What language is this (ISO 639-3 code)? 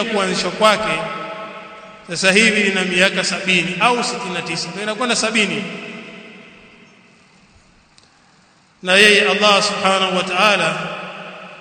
swa